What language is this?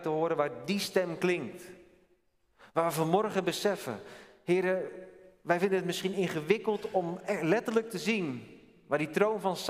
Dutch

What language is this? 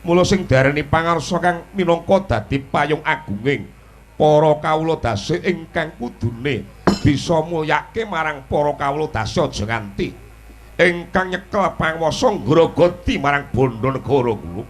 Javanese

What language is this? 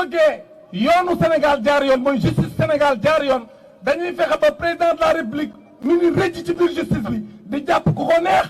Wolof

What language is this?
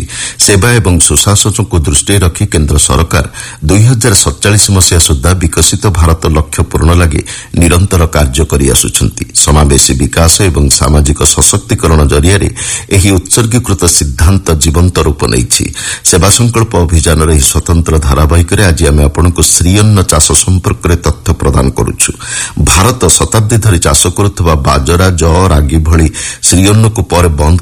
Odia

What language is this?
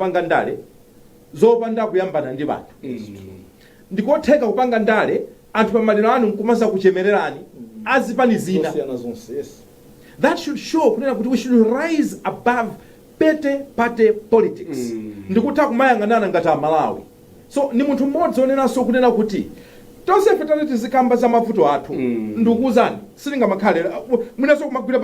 Nyanja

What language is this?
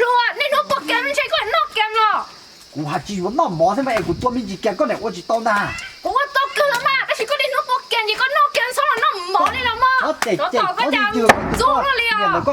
Hmong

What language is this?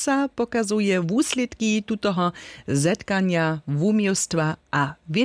Upper Sorbian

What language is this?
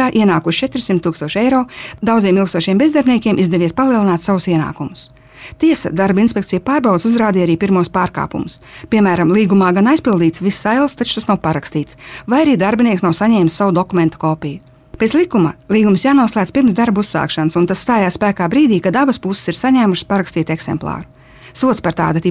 Latvian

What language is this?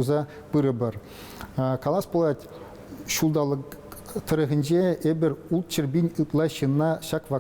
Chuvash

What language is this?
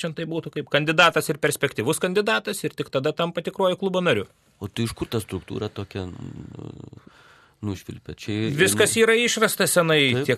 Lithuanian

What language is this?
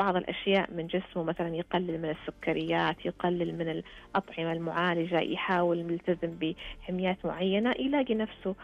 Najdi Arabic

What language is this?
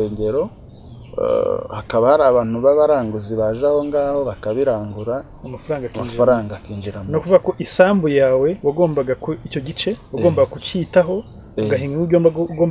Kinyarwanda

